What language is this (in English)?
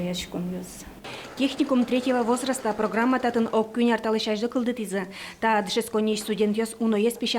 Udmurt